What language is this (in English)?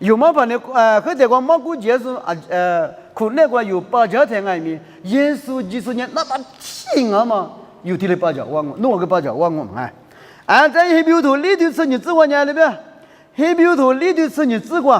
Lisu